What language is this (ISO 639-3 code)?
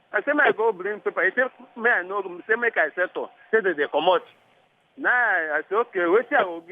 pcm